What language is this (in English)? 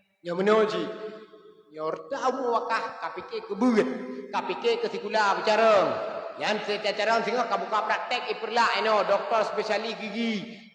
Achinese